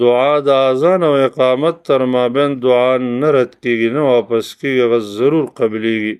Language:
Pashto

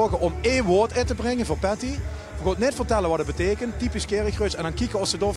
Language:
Limburgish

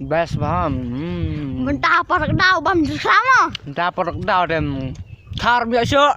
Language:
Khasi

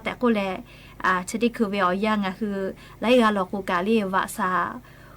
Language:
Lahu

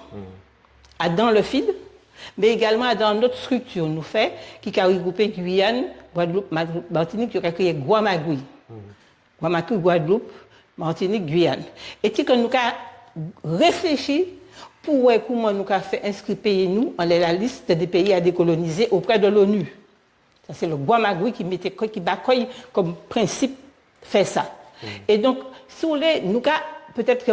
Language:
Guadeloupean Creole French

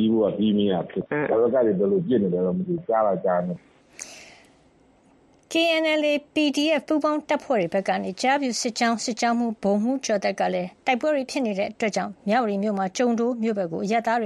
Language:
Burmese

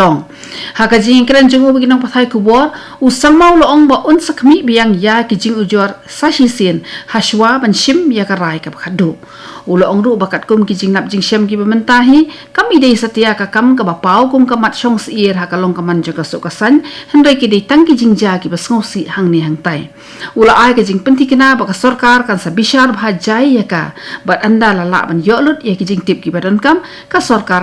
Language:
Khasi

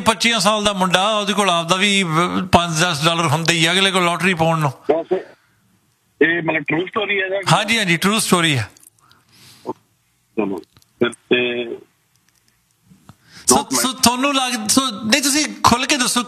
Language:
Punjabi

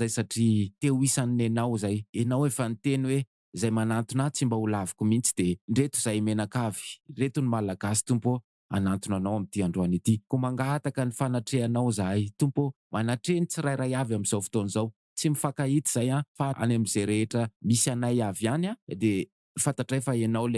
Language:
Malagasy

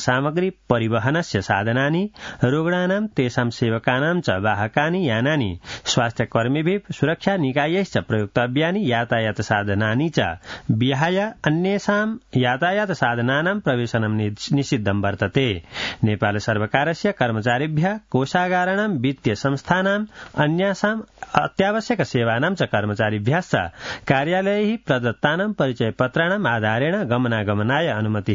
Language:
Sanskrit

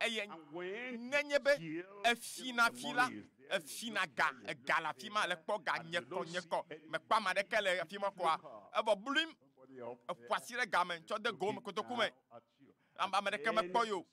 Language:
Ewe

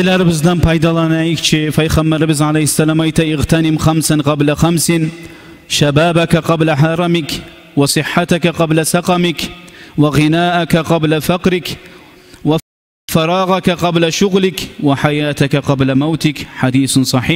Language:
Kumyk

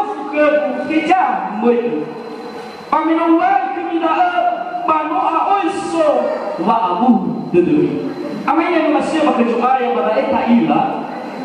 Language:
Nias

